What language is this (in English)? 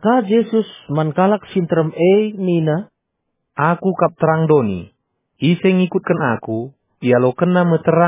Batak Karo